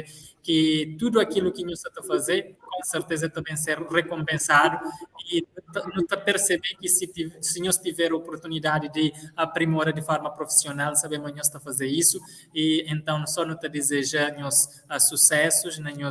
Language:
Kabuverdianu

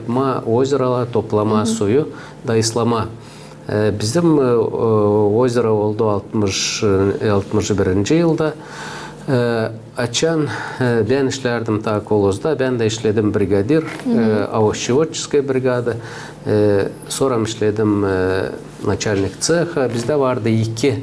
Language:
Gagauz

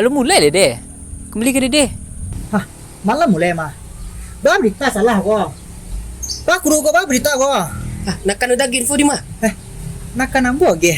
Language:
Minangkabau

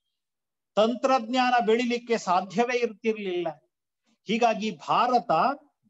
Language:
Kannada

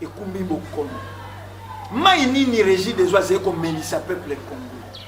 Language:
Lingala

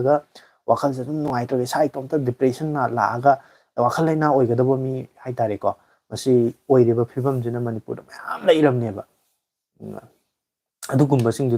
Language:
Manipuri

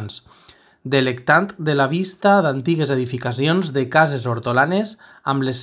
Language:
Catalan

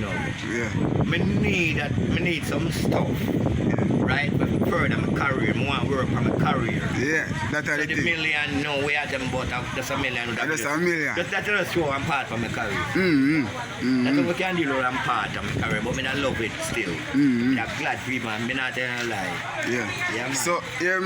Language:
Jamaican Creole English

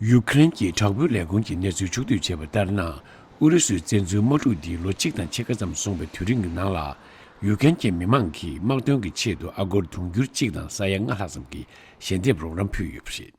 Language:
Tibetan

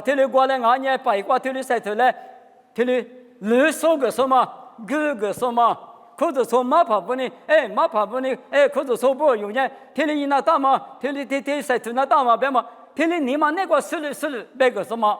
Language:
Lisu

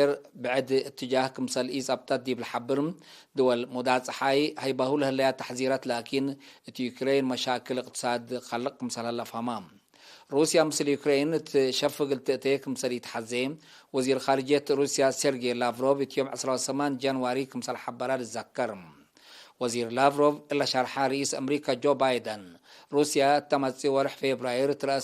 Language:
Tigre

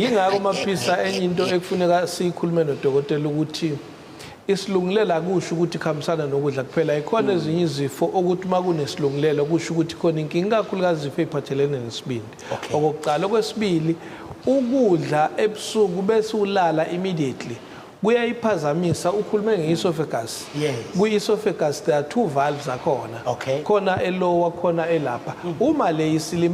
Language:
Zulu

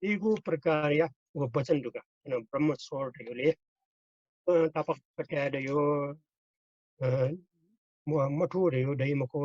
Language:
Newari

